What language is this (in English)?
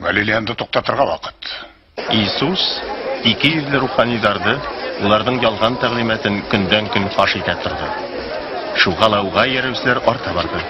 Bashkir